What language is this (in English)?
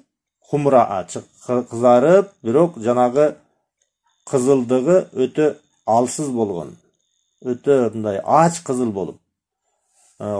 Kyrgyz